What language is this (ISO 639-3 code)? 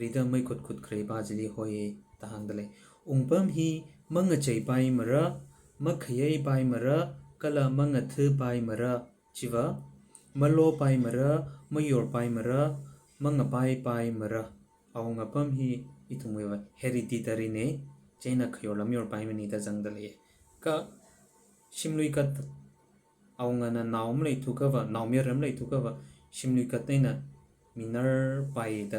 nmf